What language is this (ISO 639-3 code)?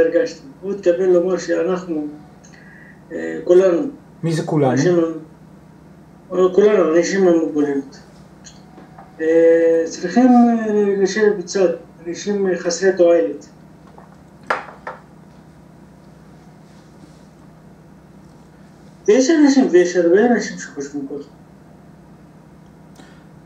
heb